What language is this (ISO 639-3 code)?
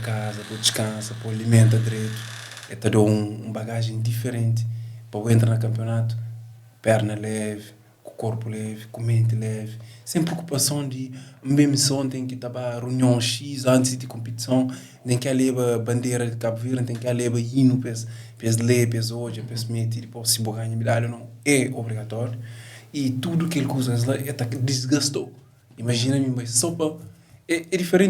kea